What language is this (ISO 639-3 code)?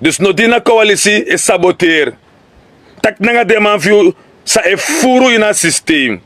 srn